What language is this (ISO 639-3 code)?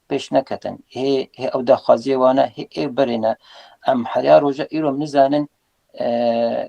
kur